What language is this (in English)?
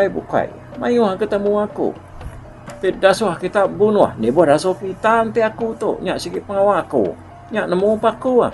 Iban